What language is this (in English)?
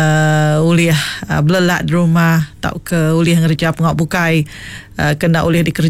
Iban